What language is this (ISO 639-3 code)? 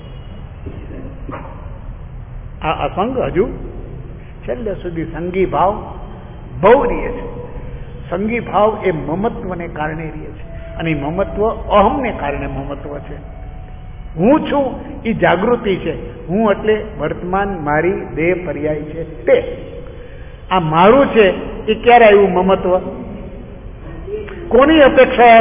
guj